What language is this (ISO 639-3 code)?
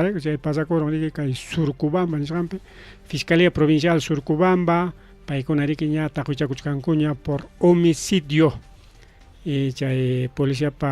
quy